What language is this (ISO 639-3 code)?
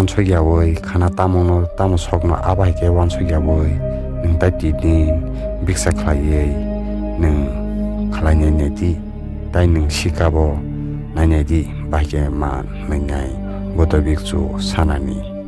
trp